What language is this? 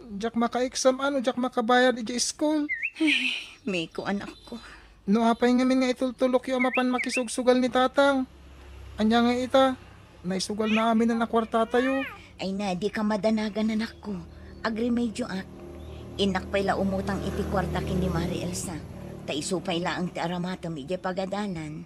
Iloko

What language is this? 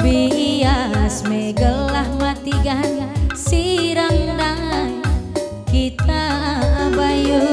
Batak Karo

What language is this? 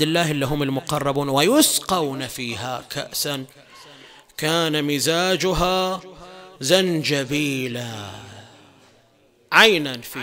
Arabic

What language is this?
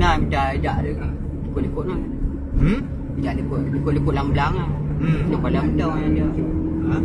Achinese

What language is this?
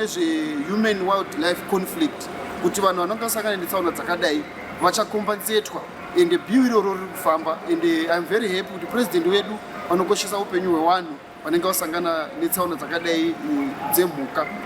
Shona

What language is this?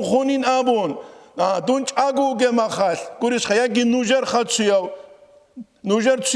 Avaric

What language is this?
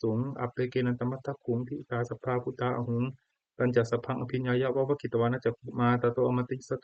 Pali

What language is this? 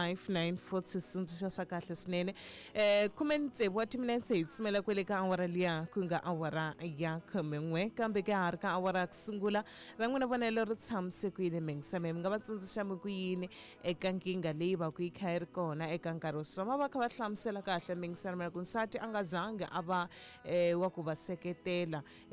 Tsonga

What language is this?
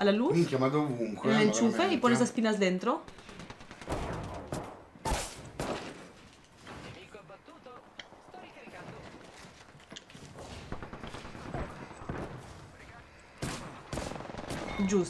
Italian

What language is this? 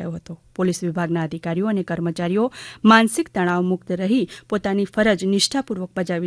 Gujarati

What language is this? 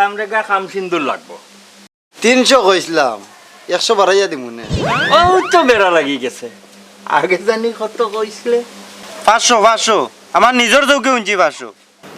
Sylheti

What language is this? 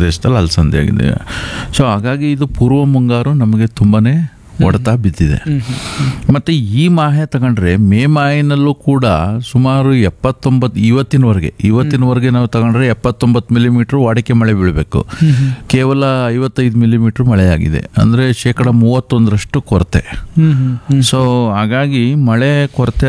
Kannada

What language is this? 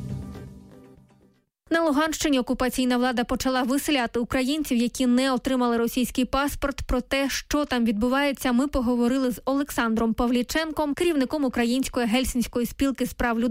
Ukrainian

